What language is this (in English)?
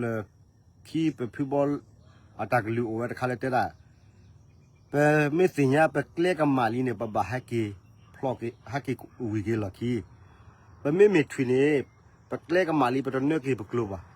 S'gaw Karen